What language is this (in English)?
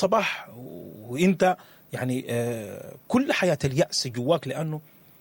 Sudanese Arabic